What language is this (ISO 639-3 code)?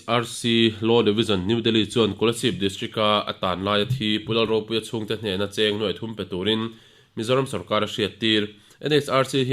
lus